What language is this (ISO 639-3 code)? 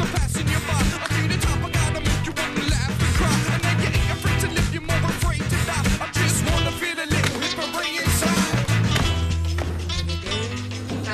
ell